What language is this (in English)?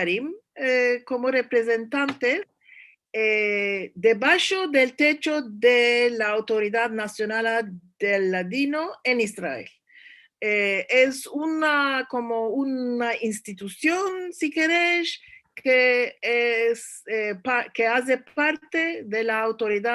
Ladino